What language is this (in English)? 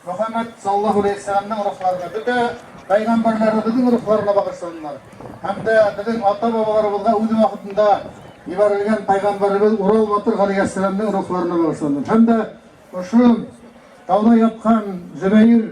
Bashkir